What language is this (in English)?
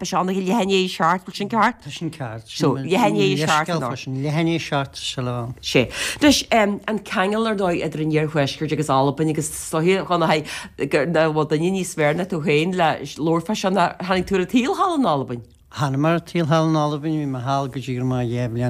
Irish